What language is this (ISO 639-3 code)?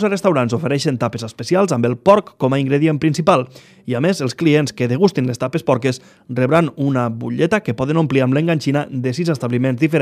cat